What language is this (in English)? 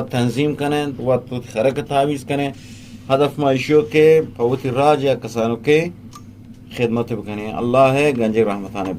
Eastern Balochi